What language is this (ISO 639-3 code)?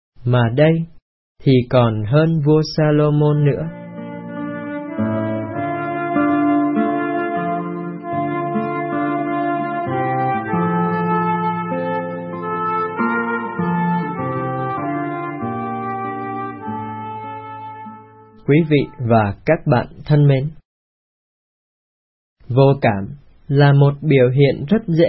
vie